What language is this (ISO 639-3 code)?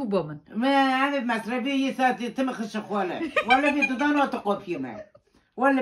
kur